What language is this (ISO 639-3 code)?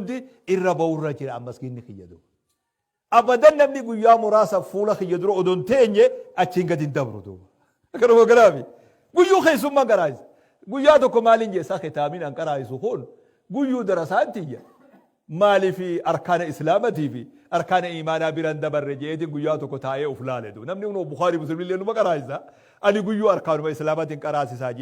orm